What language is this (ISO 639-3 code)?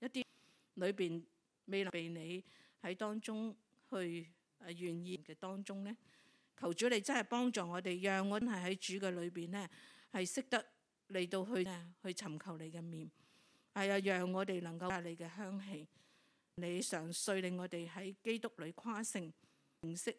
yue